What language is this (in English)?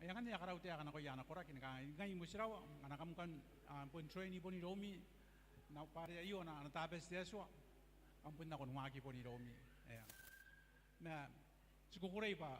Gilbertese